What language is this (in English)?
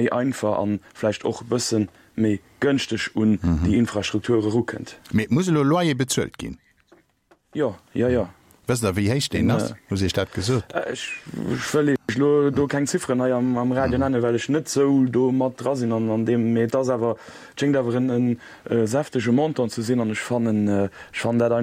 Luxembourgish